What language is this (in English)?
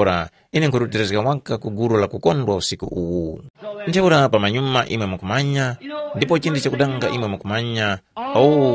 Tumbuka